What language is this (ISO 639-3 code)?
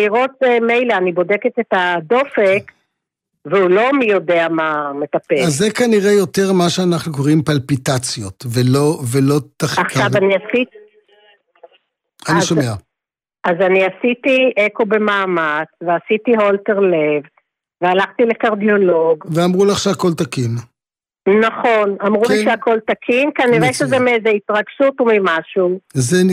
heb